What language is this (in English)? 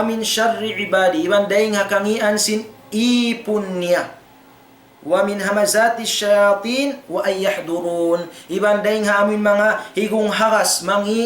Tausug